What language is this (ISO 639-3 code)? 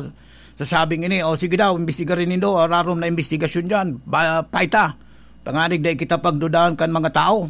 bik